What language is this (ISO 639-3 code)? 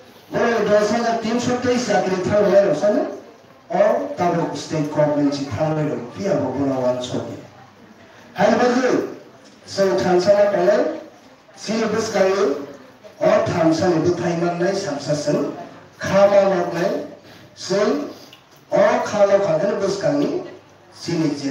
trp